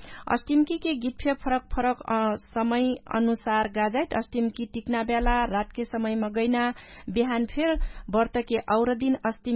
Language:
Dangaura Tharu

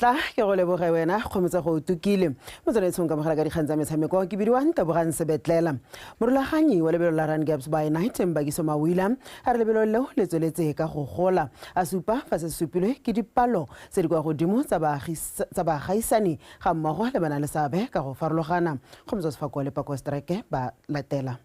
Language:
Tswana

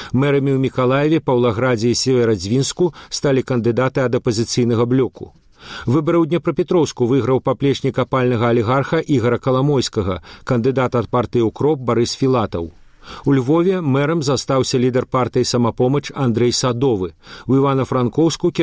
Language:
Belarusian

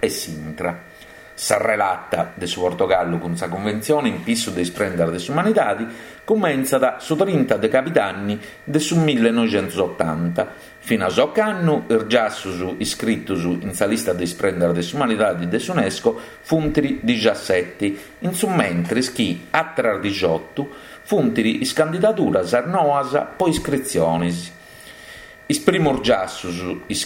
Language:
Sardinian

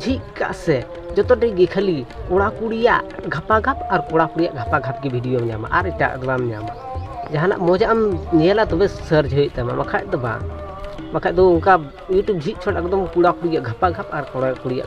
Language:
Santali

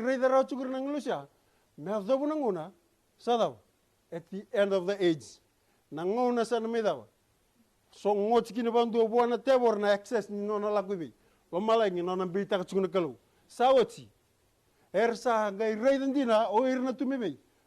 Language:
Fijian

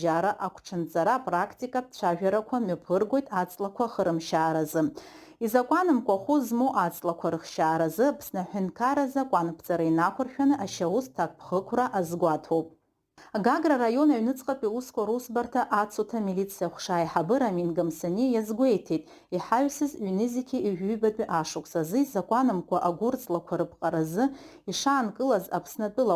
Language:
Abkhazian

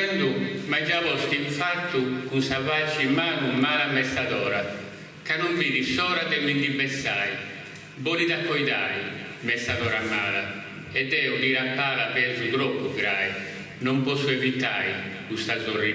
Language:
Sardinian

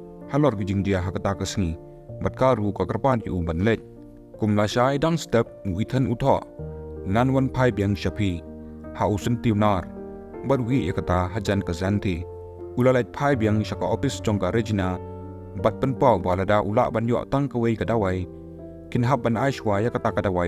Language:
Khasi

